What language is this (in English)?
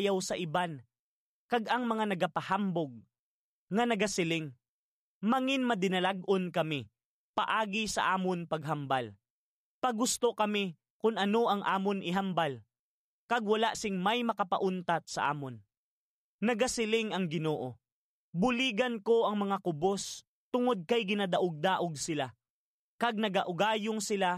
Hiligaynon